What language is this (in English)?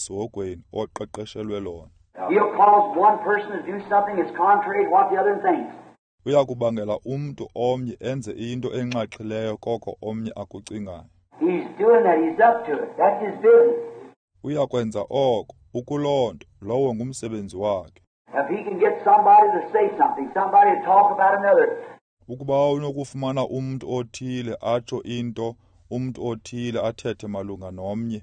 Xhosa